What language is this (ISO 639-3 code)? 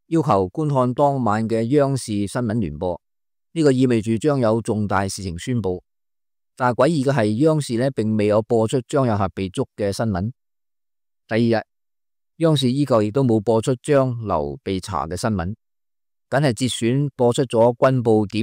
yue